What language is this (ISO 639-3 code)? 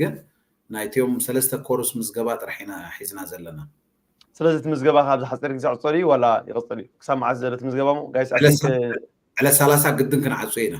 tir